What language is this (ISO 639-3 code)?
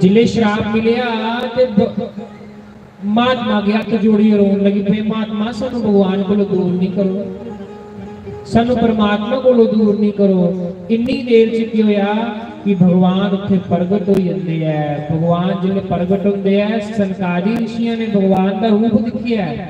doi